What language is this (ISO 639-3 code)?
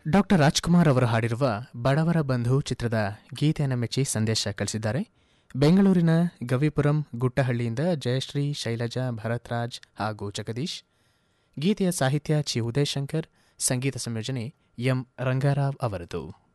kan